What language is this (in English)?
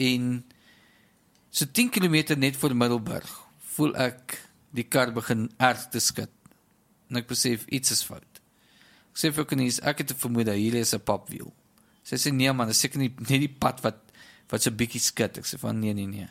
Afrikaans